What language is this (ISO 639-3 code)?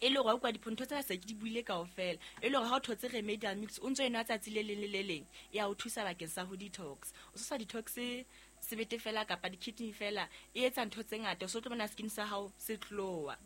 sot